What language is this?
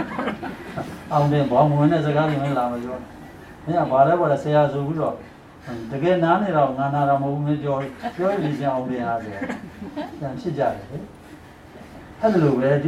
Burmese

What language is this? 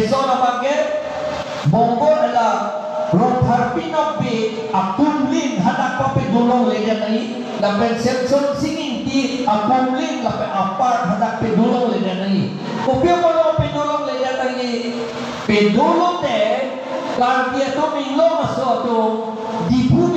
Karbi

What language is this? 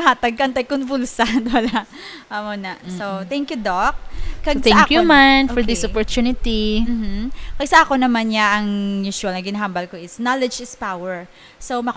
Hiligaynon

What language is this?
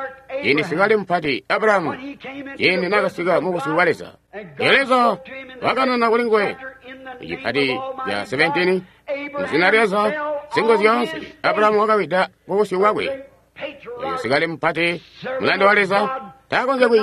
Tonga (Zambia)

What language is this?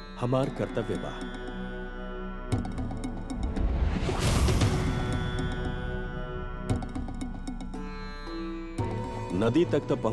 Bhojpuri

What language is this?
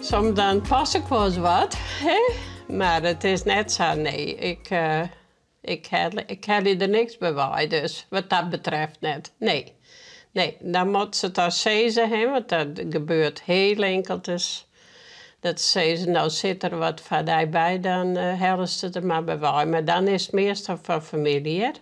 Western Frisian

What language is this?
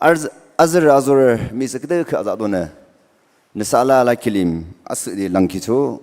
Naga Pidgin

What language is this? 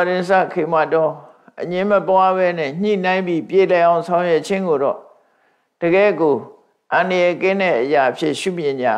Burmese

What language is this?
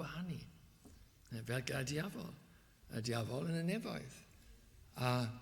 Welsh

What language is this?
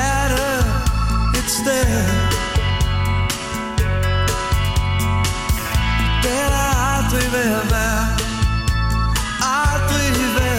Danish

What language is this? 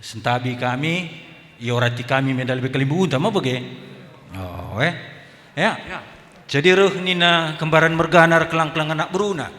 Batak Karo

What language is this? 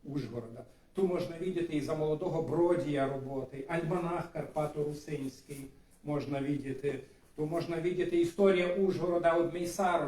Rusyn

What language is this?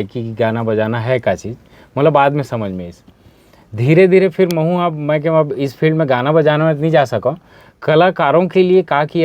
Chhattisgarhi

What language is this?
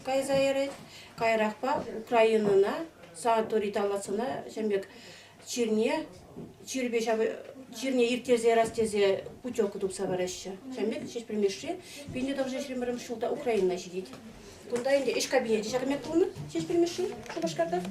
Chuvash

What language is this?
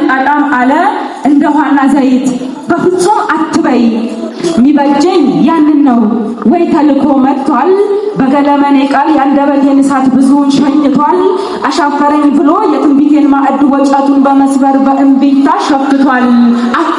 Amharic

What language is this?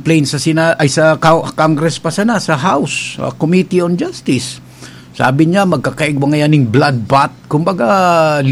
Bikol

